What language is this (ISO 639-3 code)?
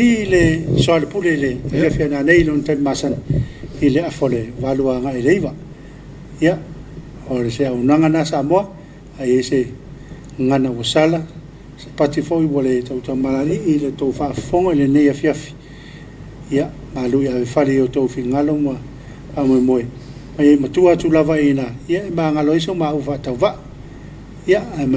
smo